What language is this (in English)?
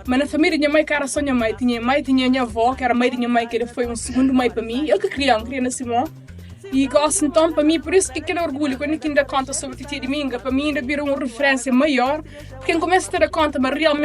Kabuverdianu